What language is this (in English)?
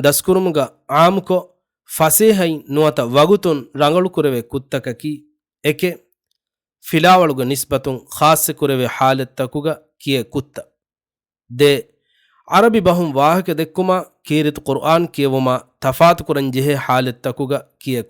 Divehi